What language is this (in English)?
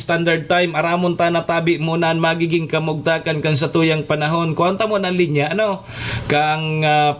Bikol